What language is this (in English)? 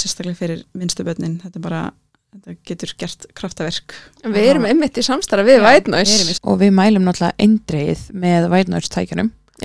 Icelandic